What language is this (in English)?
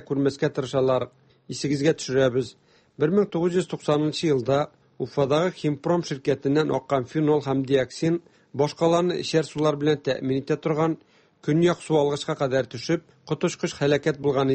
Tatar